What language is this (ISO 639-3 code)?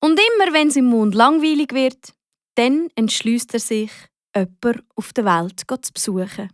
gsw